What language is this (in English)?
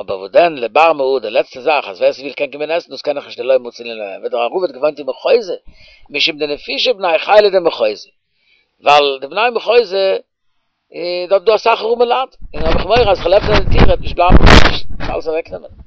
Yiddish